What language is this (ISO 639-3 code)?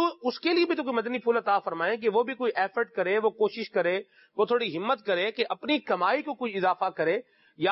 urd